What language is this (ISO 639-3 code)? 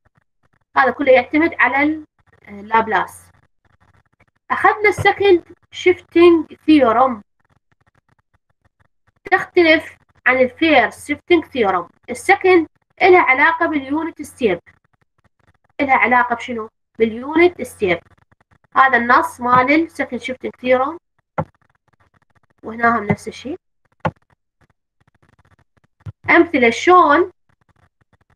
acm